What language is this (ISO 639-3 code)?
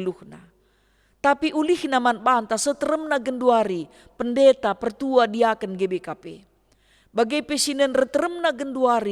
btx